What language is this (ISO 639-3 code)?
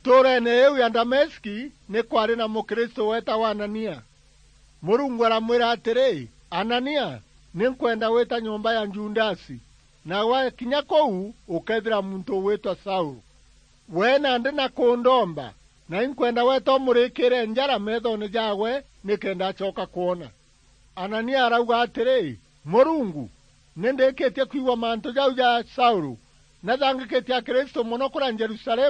mer